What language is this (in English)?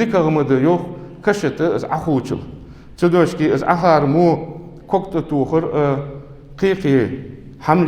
Ingush